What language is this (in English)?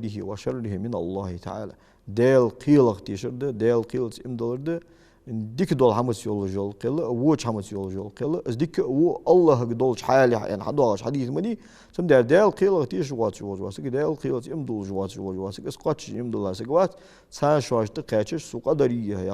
Ingush